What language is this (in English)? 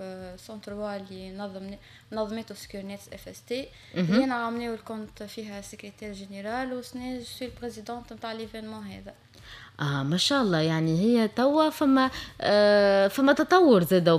Tunisian Arabic